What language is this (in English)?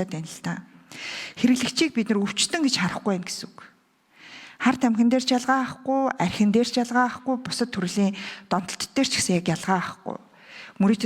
Mongolian